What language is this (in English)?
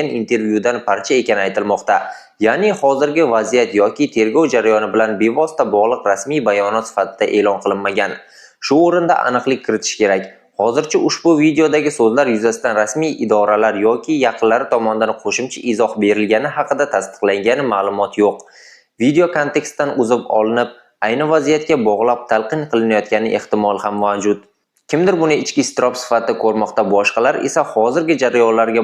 Uzbek